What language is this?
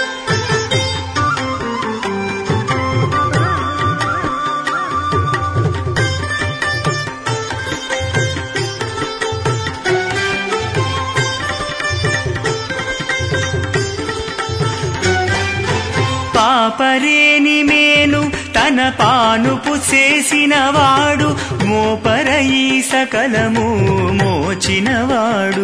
Telugu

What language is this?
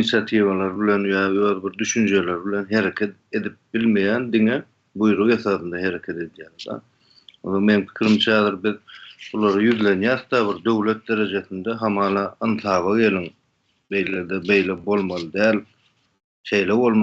Turkmen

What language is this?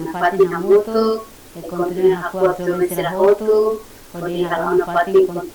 Tetum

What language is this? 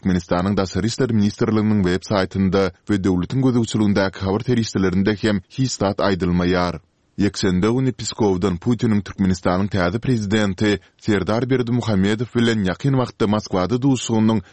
Turkmen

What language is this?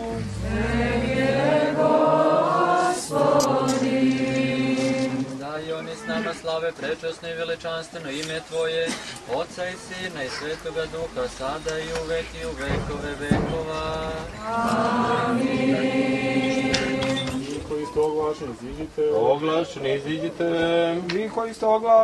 Serbian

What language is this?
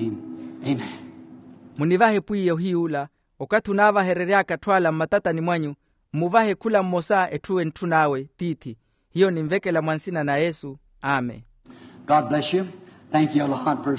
Makhuwa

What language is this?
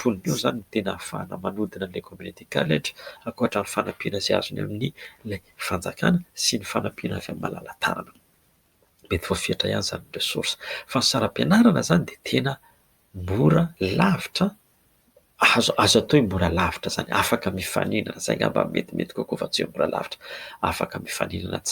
Malagasy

